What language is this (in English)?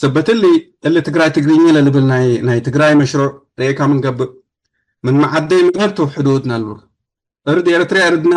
Tigre